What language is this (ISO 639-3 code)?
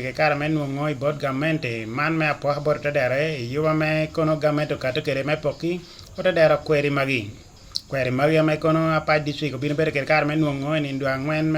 ach